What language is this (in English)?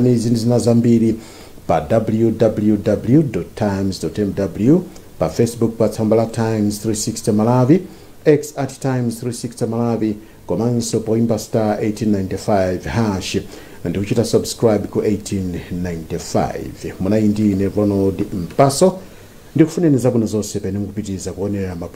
Nyanja